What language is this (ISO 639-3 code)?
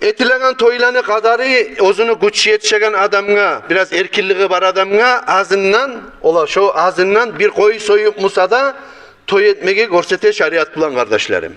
kum